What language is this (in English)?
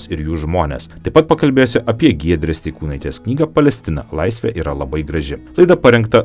Lithuanian